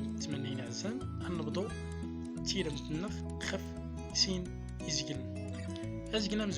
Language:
Central Atlas Tamazight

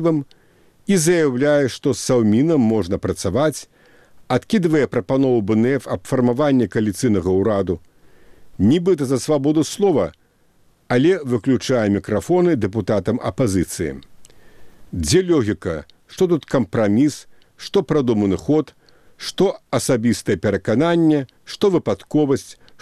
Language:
Belarusian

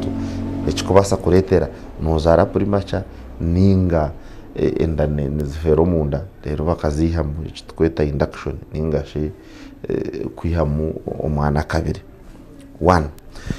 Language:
Nyankole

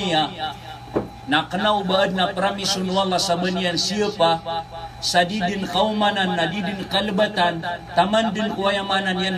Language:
Maranao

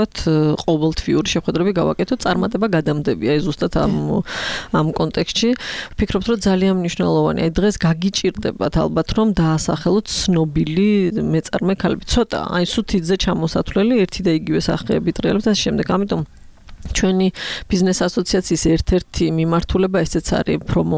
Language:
Georgian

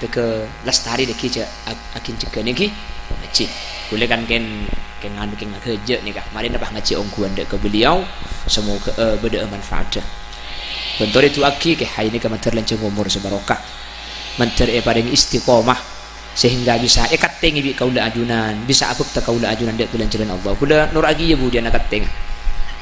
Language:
Madurese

